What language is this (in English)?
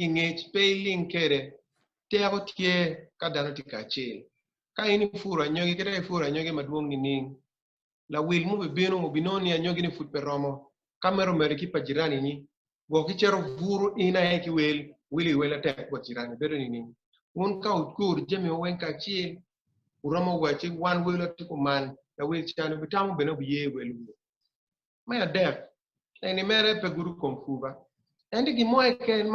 Acoli